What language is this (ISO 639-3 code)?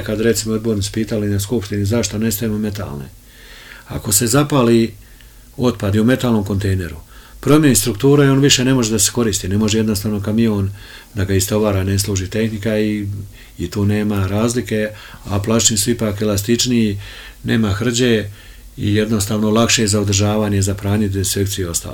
srp